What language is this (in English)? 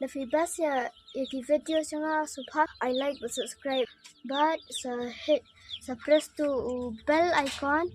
Khasi